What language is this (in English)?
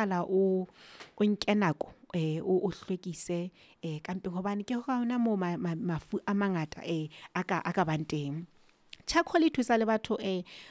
Southern Sotho